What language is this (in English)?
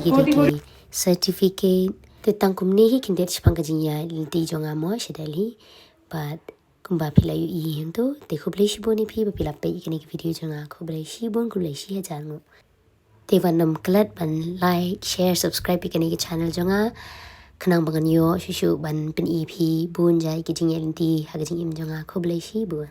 Khasi